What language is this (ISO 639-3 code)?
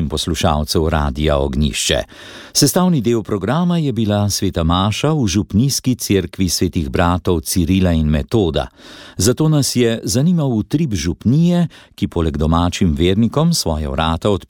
slv